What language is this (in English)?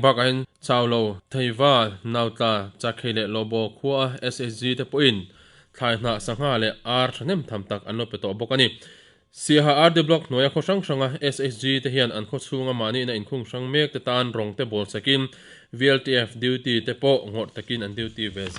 Mizo